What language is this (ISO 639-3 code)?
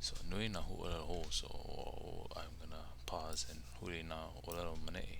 haw